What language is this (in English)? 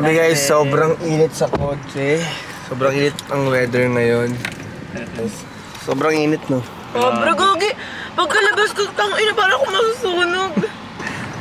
Filipino